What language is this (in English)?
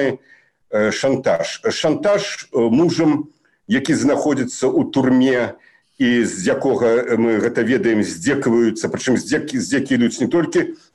Belarusian